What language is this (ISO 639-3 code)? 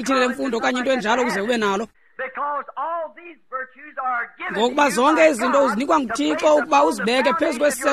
xho